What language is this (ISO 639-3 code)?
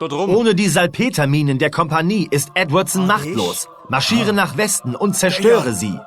bar